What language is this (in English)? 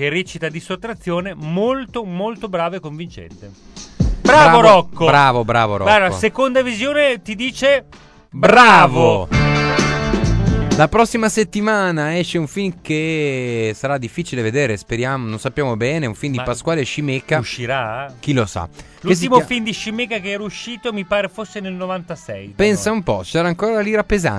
Italian